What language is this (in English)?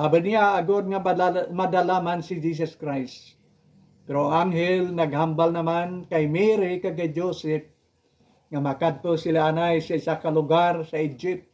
Hiligaynon